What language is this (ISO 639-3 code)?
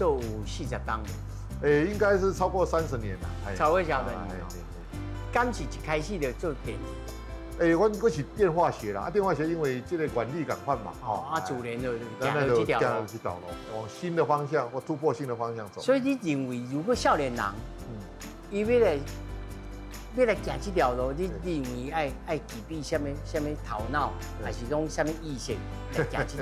nan